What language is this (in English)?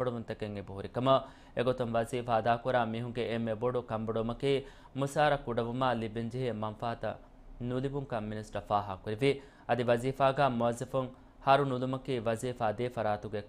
Divehi